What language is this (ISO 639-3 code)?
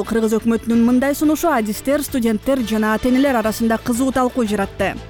kir